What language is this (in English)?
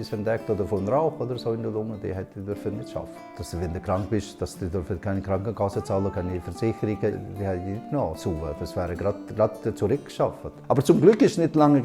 Swiss German